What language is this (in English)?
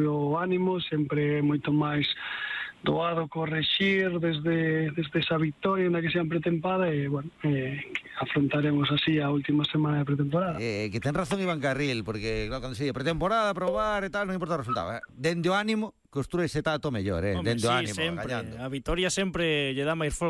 Galician